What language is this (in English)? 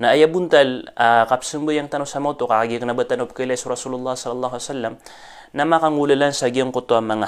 Maranao